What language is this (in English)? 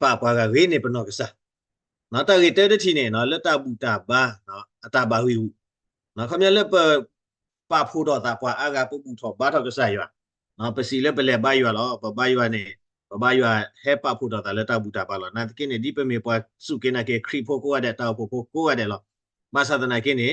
S'gaw Karen